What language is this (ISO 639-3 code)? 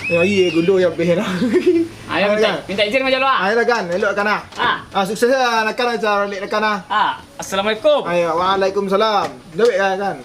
min